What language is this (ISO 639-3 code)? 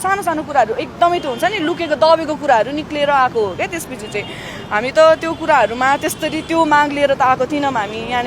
nep